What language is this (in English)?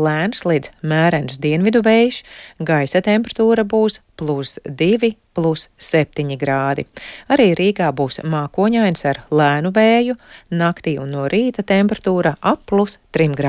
Latvian